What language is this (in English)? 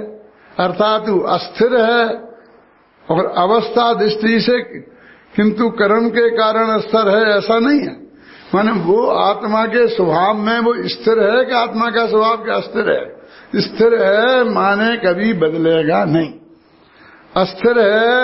Hindi